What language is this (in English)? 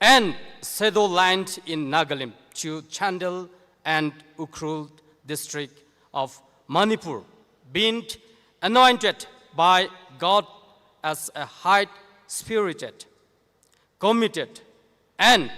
Tangkhul Naga (India)